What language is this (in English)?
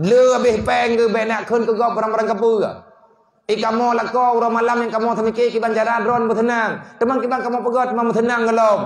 Achinese